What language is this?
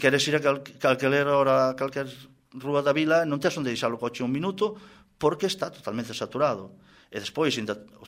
Galician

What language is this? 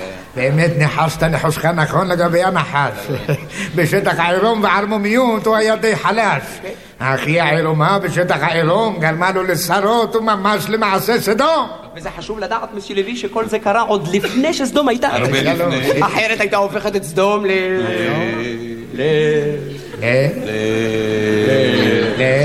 Hebrew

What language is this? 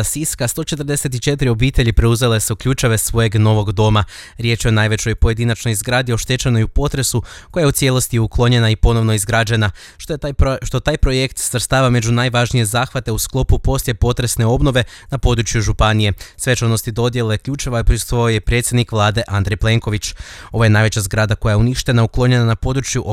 Croatian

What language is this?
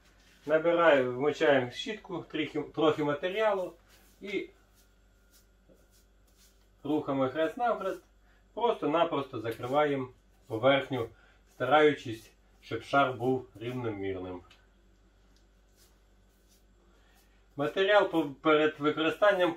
Ukrainian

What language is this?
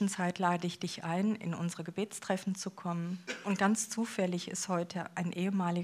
German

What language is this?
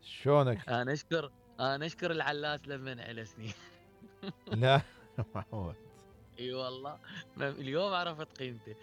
Mesopotamian Arabic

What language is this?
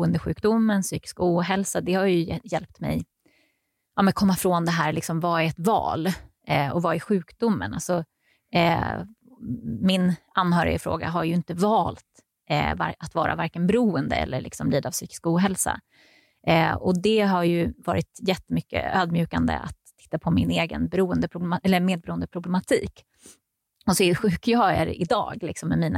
Swedish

